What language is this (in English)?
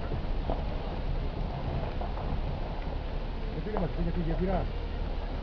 Greek